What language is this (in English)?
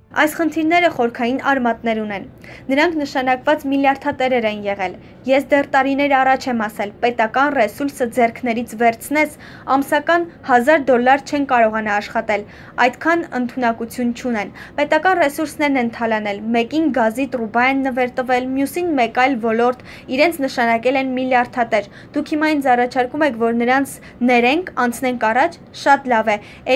Armenian